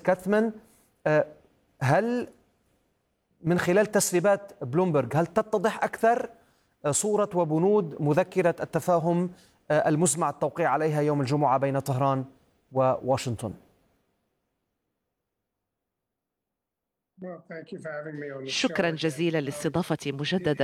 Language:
Arabic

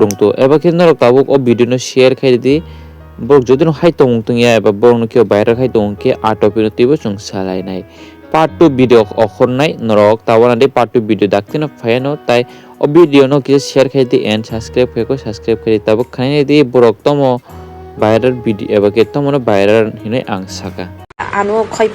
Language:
Kok Borok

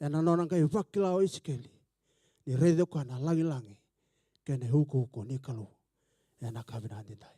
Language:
Fijian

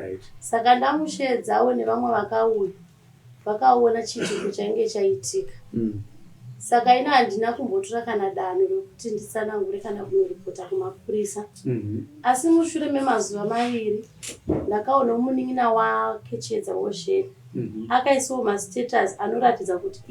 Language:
Shona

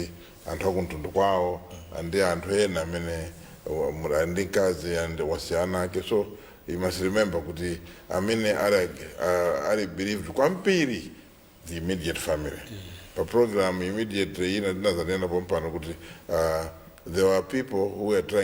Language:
Nyanja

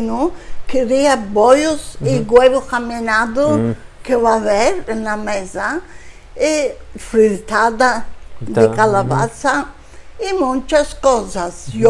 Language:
Ladino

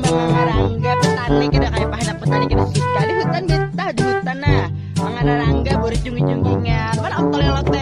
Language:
Banjar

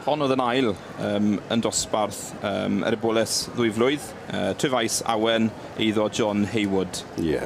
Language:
Welsh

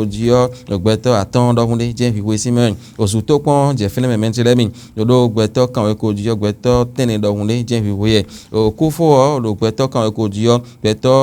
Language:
Fon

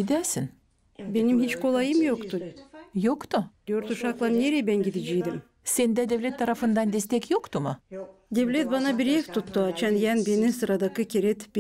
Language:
Gagauz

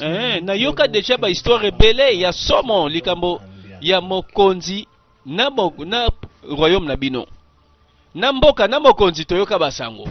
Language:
Lingala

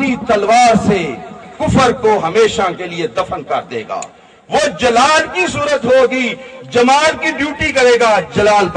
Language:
Urdu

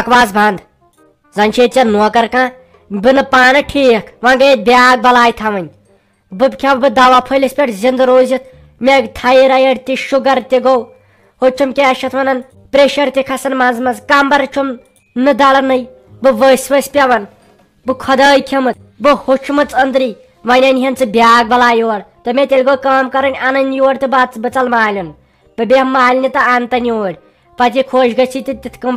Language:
Kashmiri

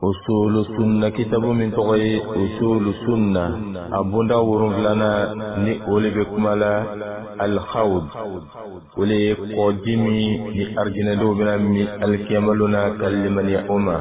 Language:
Bambara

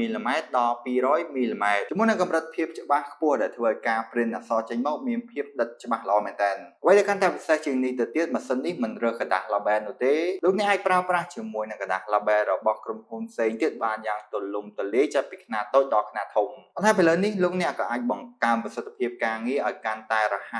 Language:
Khmer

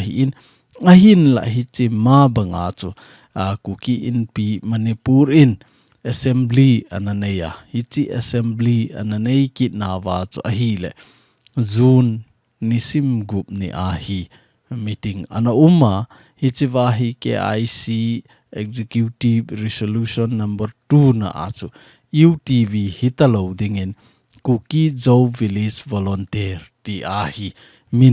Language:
Thado Chin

